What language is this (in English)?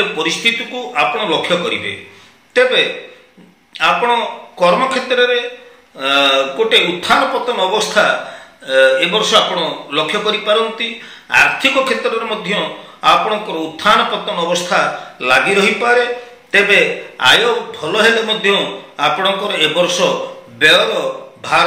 Odia